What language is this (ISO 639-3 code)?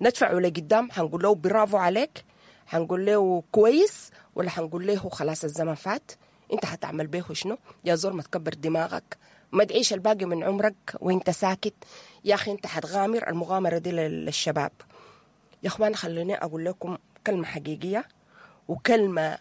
apd